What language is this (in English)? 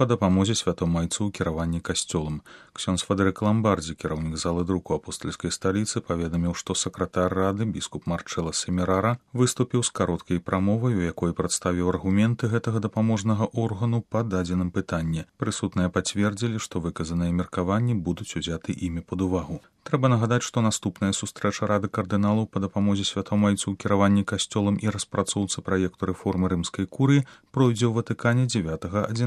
Belarusian